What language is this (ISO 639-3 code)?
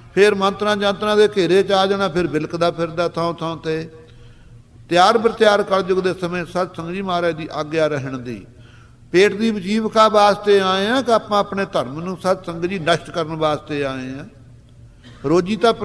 pan